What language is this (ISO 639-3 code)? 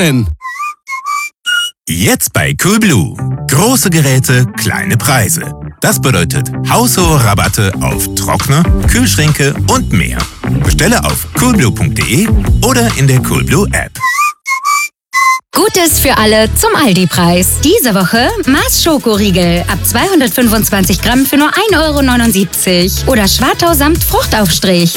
deu